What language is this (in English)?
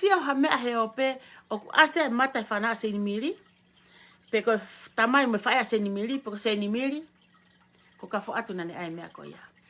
Tongan